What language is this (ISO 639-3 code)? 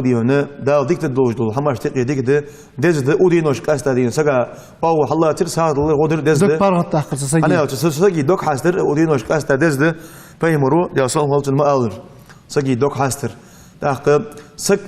inh